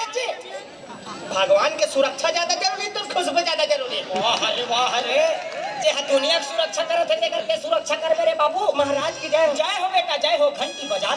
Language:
Chhattisgarhi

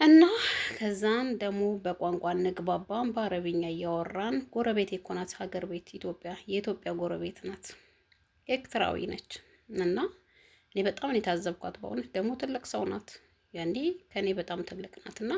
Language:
Amharic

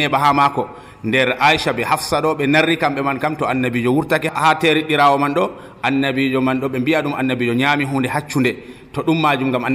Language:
Nigerian Fulfulde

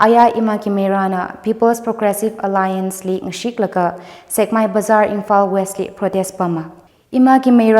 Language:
Tangkhul Naga (India)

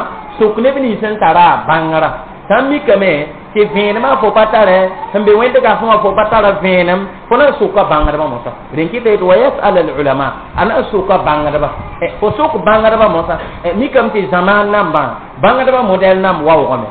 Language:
Mossi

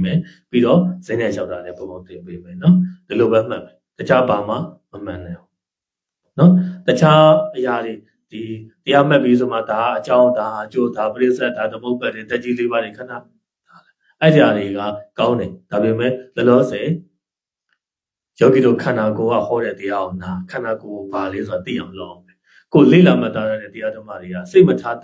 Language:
Burmese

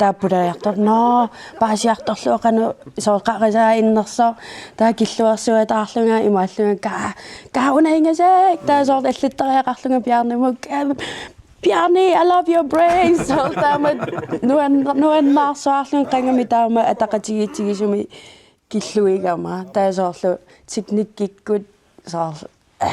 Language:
Kalaallisut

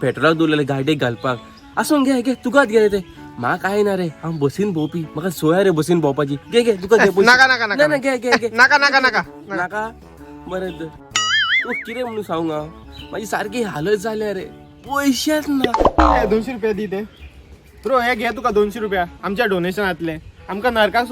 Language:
Konkani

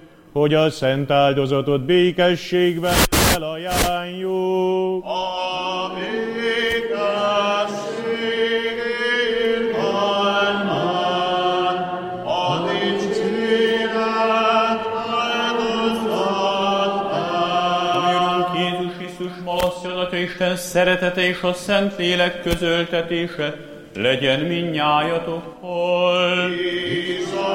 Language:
Hungarian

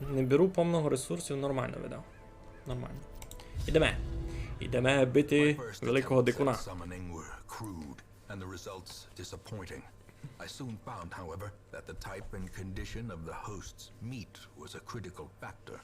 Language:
Rusyn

